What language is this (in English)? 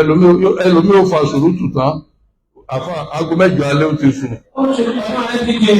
Yoruba